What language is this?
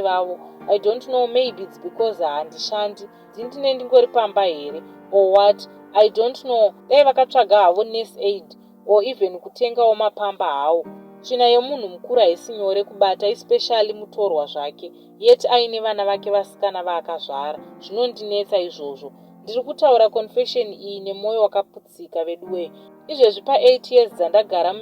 Shona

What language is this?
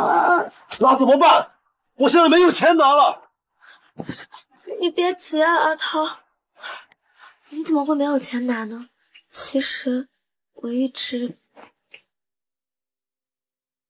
Chinese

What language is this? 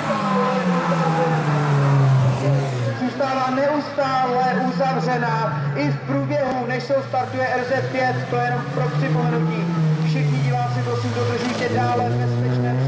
Czech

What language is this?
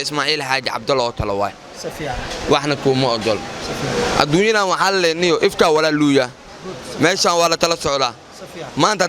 Somali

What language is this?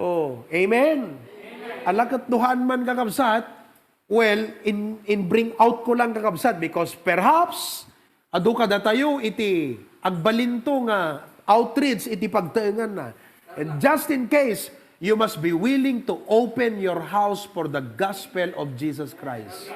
Iloko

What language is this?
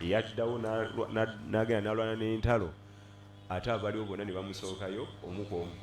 Ganda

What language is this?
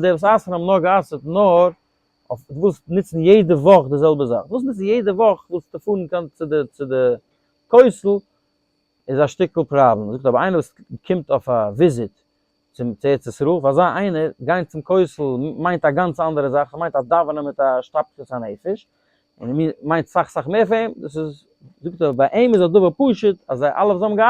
Yiddish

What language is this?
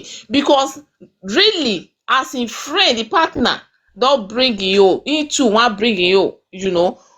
Nigerian Pidgin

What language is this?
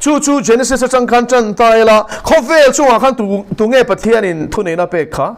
Mizo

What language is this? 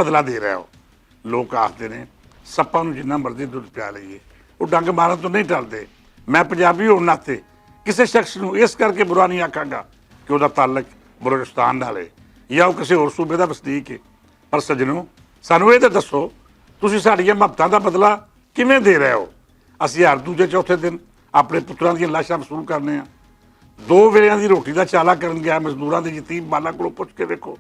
Western Panjabi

